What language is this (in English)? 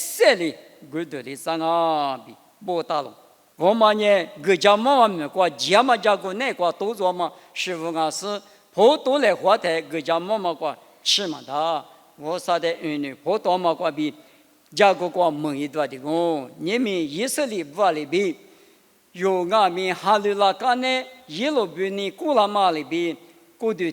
Lisu